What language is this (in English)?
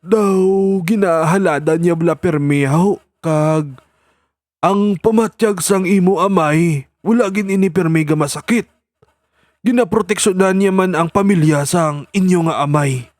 Hiligaynon